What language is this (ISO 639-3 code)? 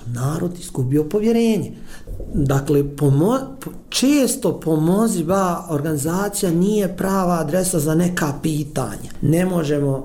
bos